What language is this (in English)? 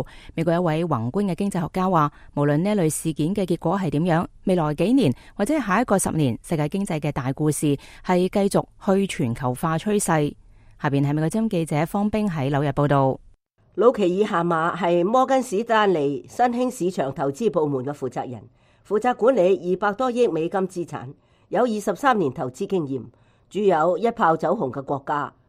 Cantonese